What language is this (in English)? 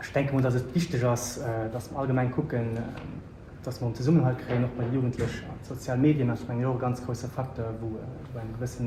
Luxembourgish